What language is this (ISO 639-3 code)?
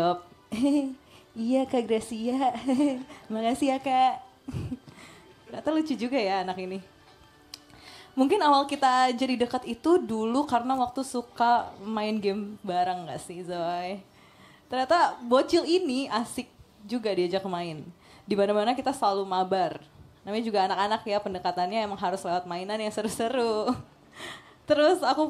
ind